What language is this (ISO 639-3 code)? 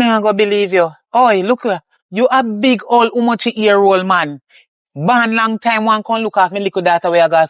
jam